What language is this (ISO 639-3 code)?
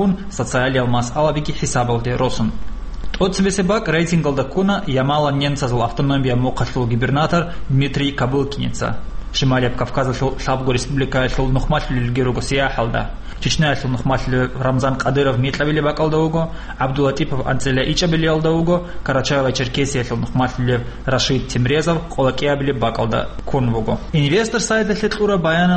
ava